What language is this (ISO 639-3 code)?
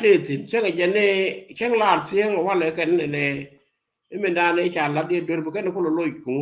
nus